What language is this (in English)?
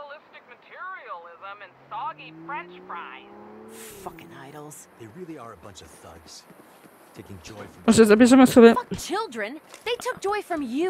Polish